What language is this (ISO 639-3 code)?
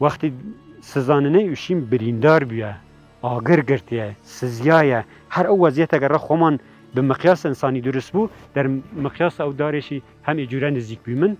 kur